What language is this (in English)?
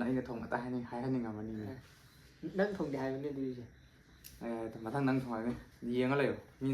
Manipuri